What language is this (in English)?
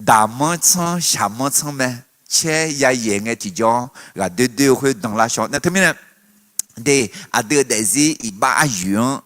Akha